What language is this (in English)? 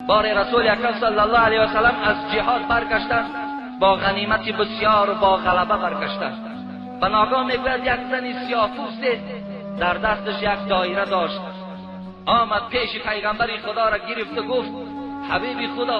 Tajik